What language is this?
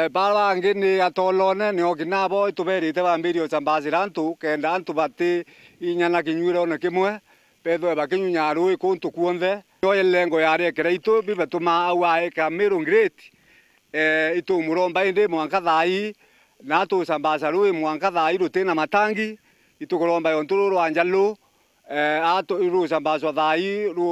Meru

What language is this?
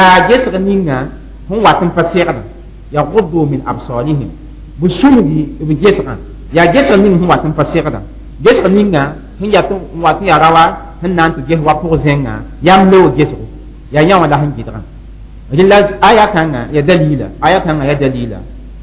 Mossi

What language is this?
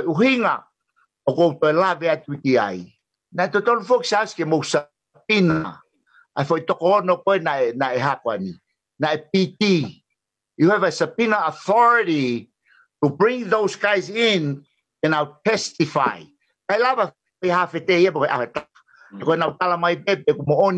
Tongan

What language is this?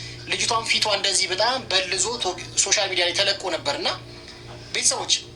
Amharic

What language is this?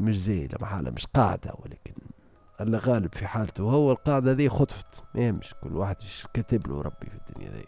Tunisian Arabic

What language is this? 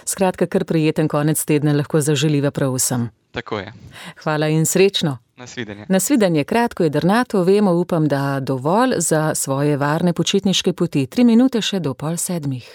Slovenian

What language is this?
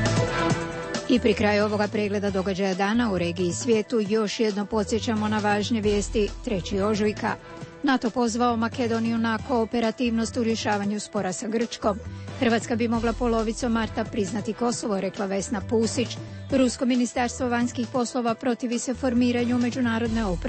Croatian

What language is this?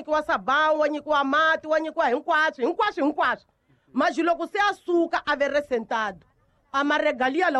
Tsonga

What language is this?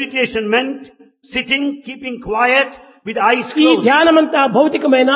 Telugu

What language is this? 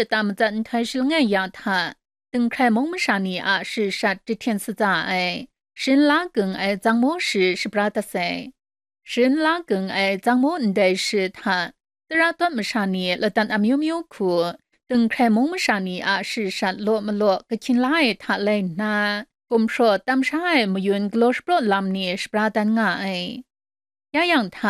Kachin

